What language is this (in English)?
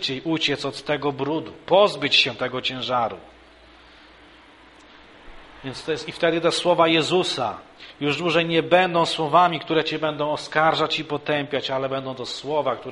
Polish